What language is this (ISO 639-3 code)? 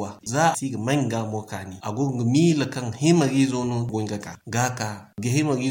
dje